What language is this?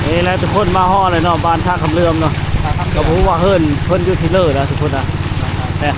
Lao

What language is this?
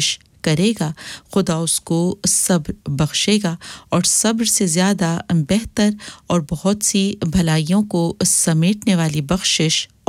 Urdu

